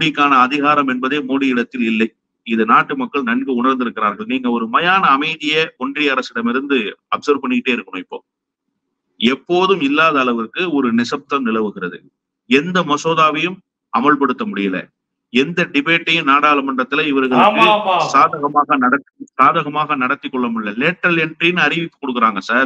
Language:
Tamil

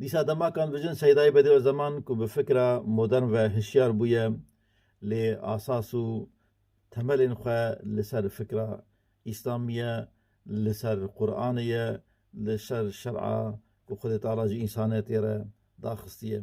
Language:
Kurdish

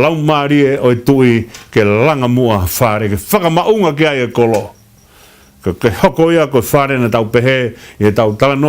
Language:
Tongan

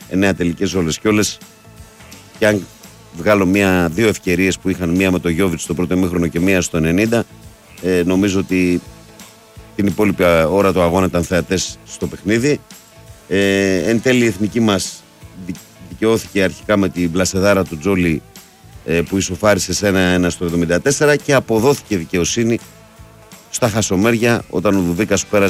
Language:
Greek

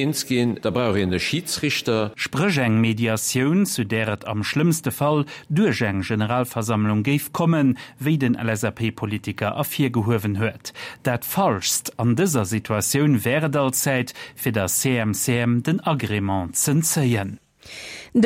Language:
Luxembourgish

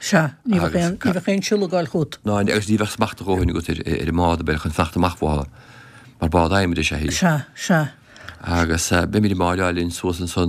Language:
Irish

